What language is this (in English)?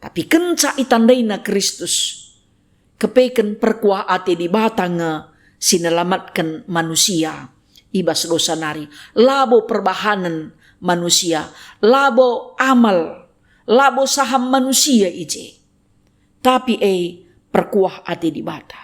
Batak Karo